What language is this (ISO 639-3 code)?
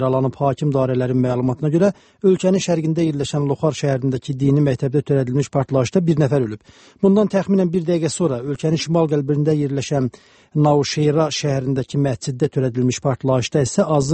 aze